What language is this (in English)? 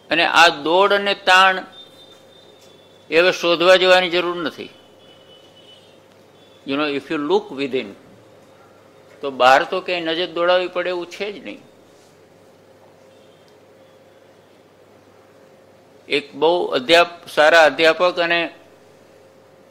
Gujarati